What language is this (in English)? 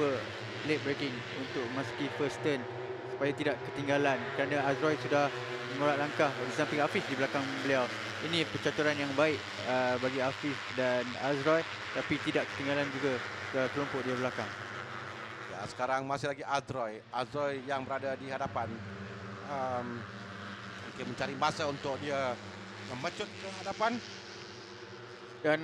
Malay